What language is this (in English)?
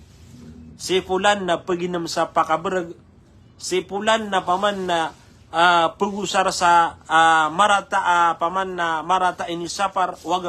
Maranao